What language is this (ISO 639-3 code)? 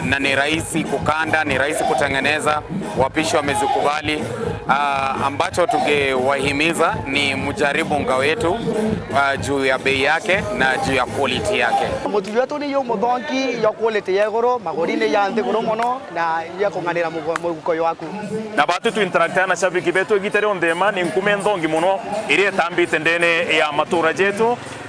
mer